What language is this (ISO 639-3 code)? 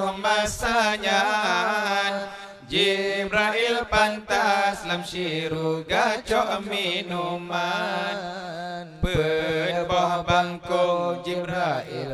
ace